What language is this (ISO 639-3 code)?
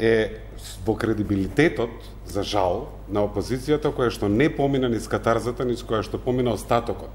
mkd